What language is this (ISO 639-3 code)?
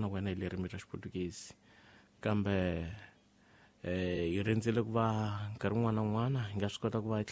tso